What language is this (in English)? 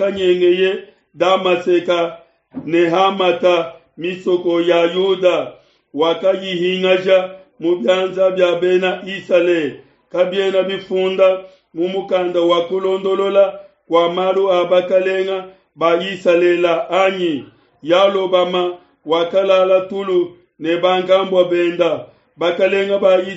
Luba-Lulua